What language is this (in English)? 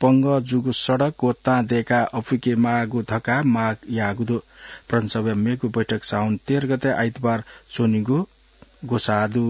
Newari